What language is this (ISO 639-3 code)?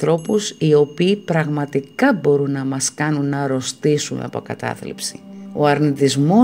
ell